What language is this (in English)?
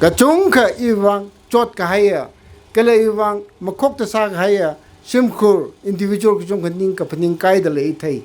Tangkhul Naga (India)